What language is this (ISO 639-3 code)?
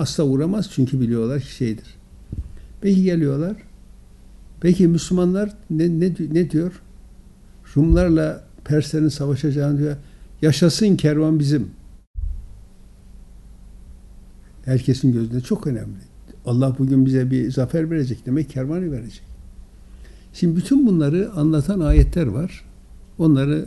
tur